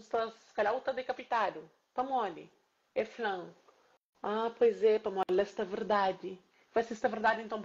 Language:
Kabuverdianu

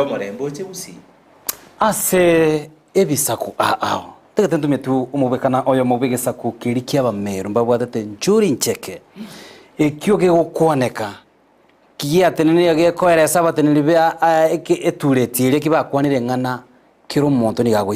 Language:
Gusii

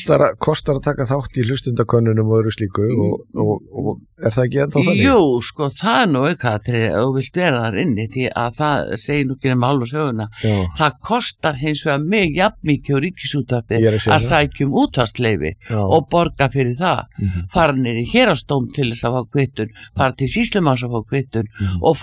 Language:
Icelandic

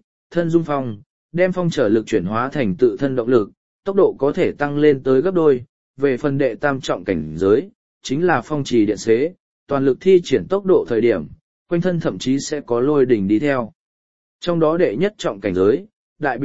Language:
Vietnamese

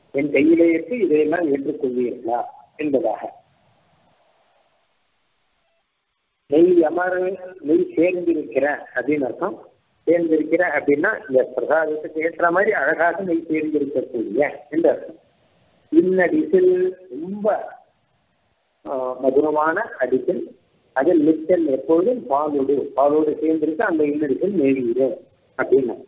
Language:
Tamil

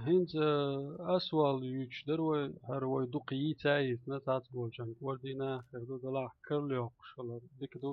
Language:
Chechen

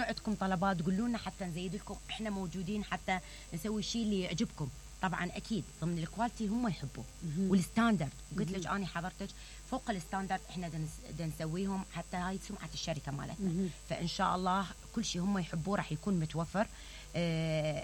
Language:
Mesopotamian Arabic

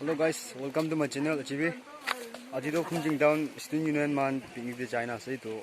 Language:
Naga Pidgin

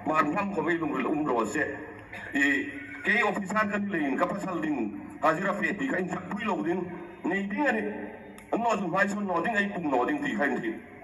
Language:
Hmar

